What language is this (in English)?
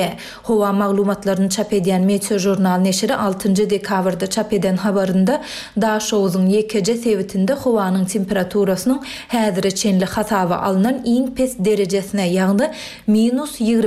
Turkmen